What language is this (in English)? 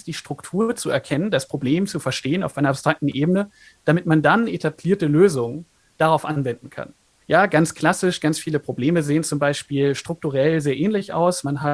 German